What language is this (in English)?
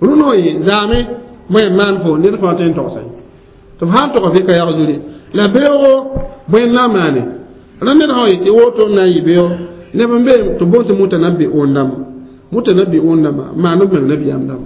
Mossi